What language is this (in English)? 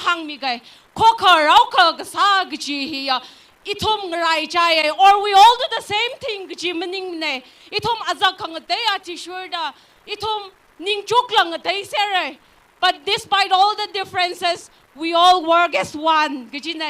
Tangkhul Naga (India)